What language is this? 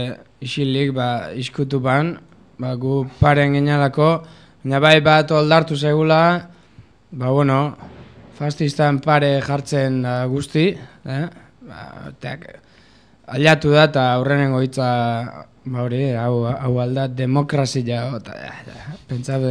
Basque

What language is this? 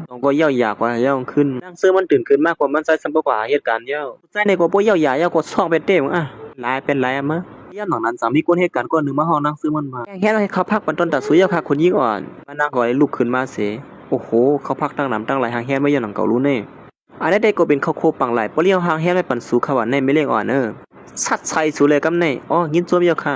Shan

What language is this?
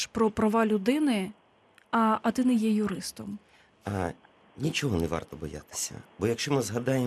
Ukrainian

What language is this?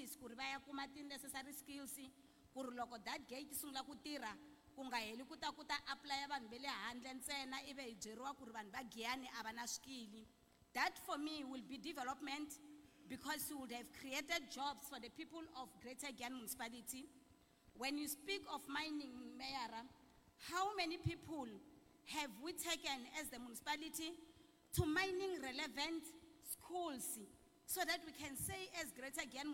Tsonga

